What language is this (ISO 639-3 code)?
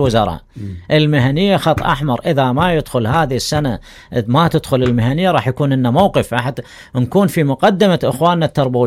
acm